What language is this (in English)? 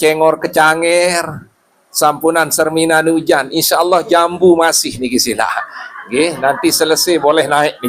Sasak